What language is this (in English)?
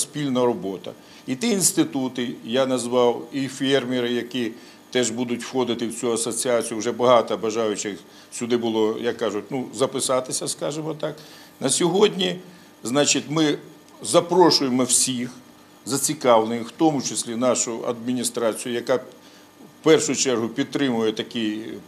Ukrainian